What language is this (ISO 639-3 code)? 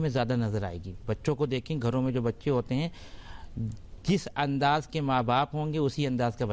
urd